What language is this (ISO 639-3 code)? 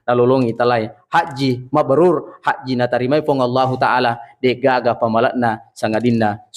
bug